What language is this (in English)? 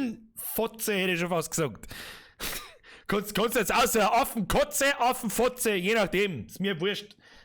Bavarian